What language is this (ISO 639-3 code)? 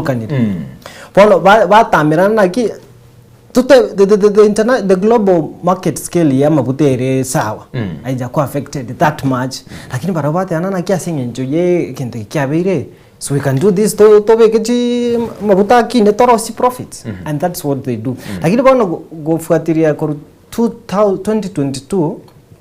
guz